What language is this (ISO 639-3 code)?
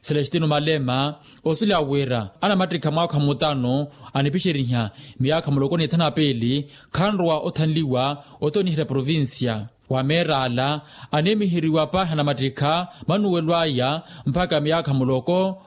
vmw